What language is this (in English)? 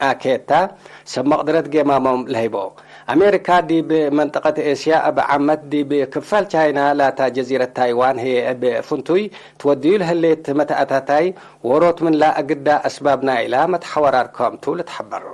Tigre